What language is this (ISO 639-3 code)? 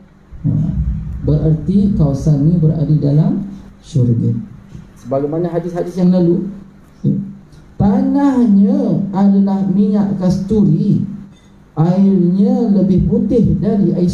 msa